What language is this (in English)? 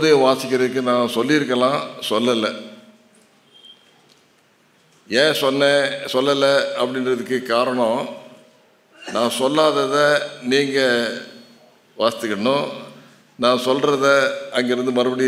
Tamil